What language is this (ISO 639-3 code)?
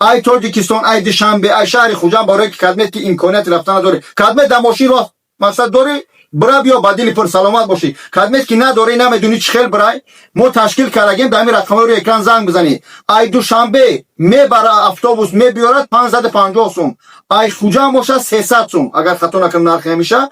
tgk